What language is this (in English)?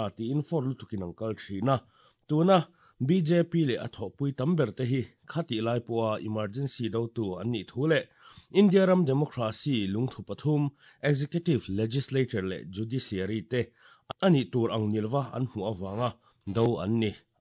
Mizo